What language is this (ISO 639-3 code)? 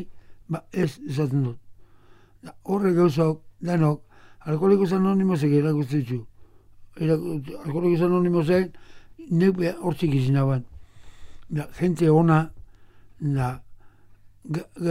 eus